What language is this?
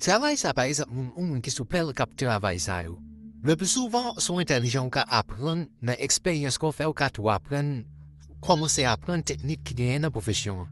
Haitian Creole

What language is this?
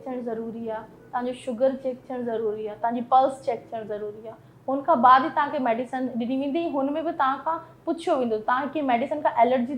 Sindhi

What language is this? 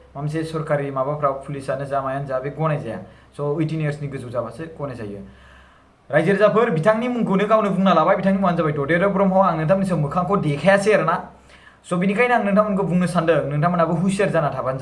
Bodo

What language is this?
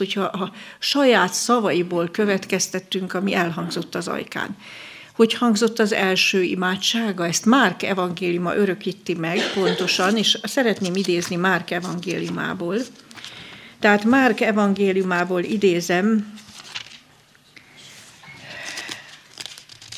Hungarian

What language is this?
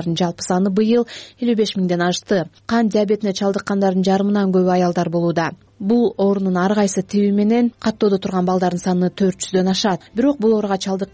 Kyrgyz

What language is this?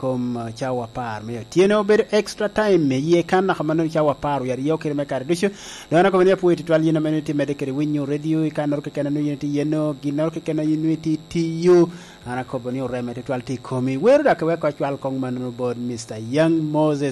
Lango (Uganda)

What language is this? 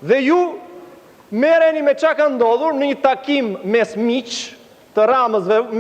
Albanian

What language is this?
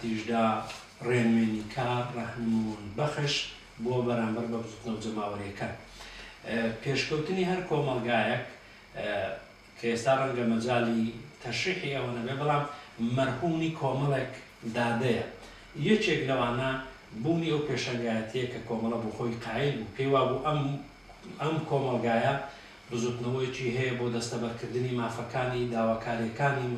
Central Kurdish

